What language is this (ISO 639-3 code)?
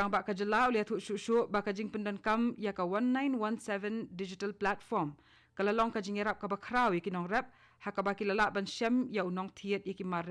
kha